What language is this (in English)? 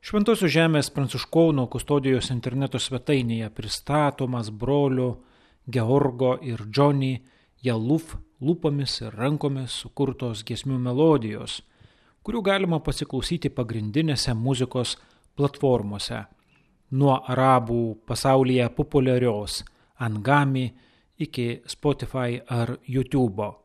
Lithuanian